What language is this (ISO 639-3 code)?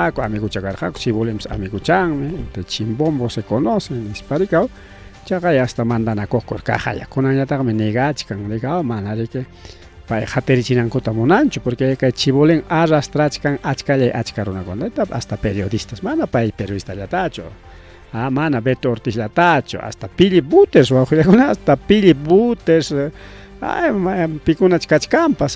quy